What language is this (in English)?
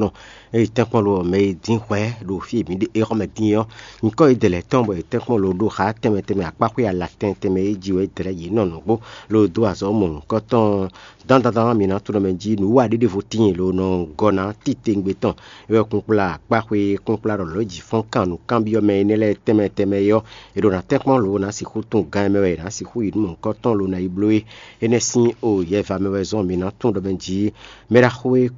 Fon